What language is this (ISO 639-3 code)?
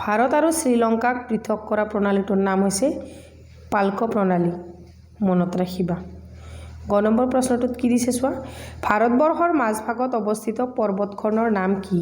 asm